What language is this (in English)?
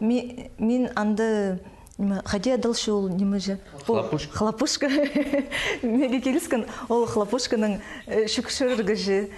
Khakas